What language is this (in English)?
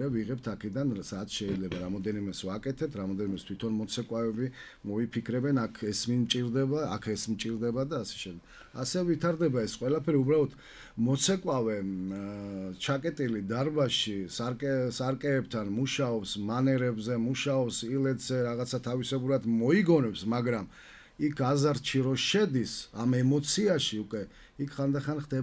Georgian